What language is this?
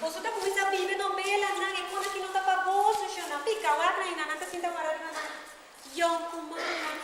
Papiamento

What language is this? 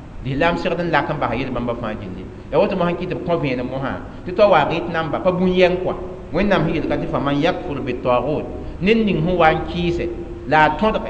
Mossi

